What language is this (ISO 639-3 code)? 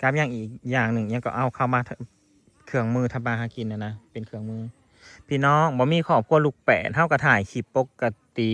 tts